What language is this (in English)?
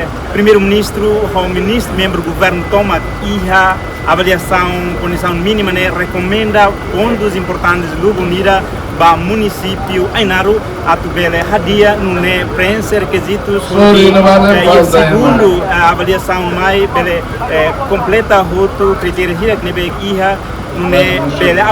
Tetum